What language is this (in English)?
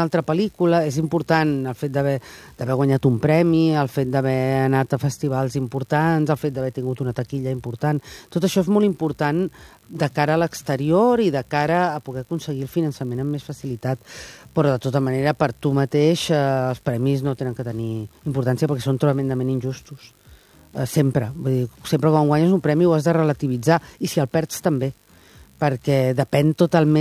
Catalan